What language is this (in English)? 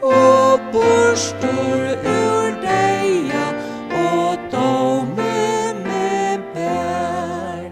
Faroese